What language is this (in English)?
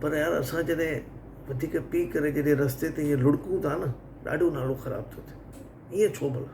Sindhi